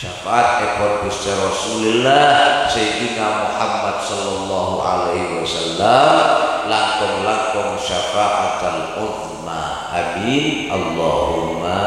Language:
Madurese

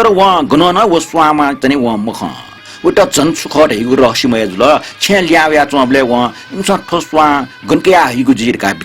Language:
Newari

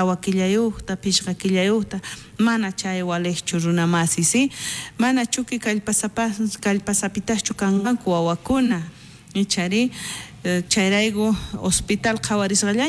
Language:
South Bolivian Quechua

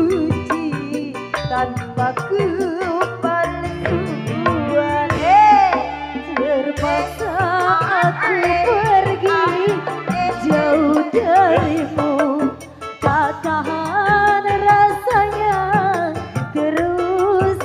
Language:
Betawi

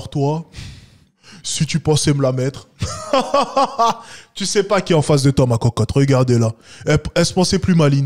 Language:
French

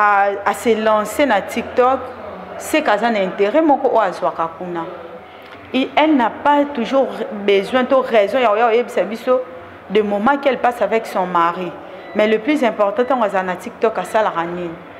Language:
Lingala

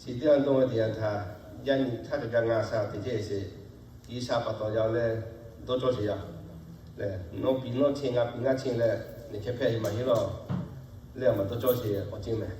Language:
Lahu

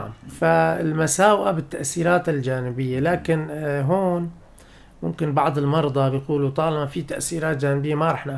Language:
North Levantine Arabic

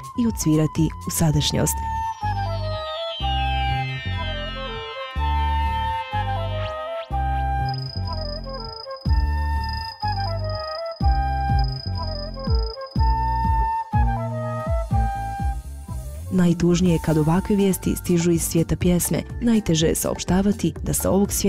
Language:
Bosnian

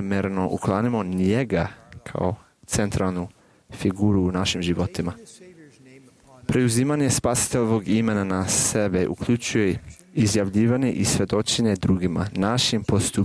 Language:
Croatian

